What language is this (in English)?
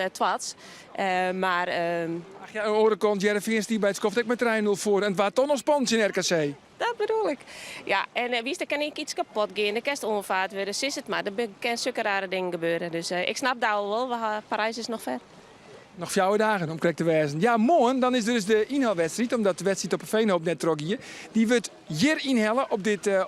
Western Frisian